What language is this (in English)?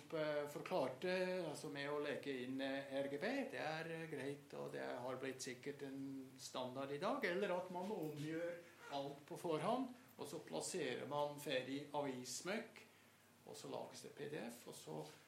Norwegian